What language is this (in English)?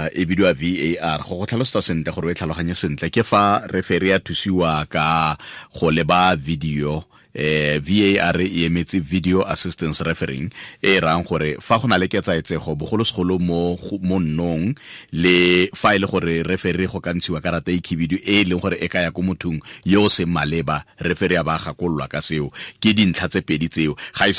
Tswana